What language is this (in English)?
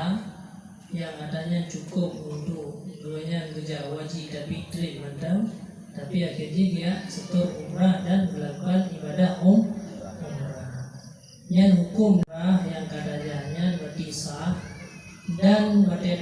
Achinese